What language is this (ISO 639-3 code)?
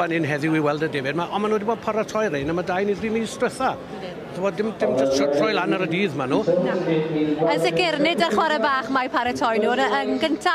cym